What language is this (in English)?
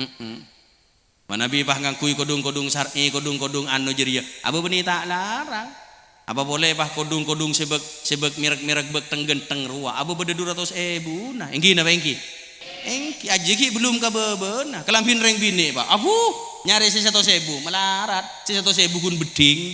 Madurese